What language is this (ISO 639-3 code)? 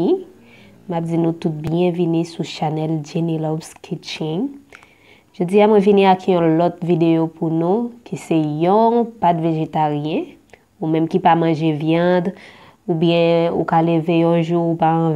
hat